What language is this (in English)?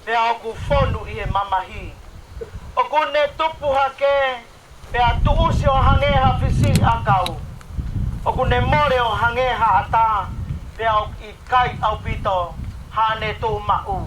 Tongan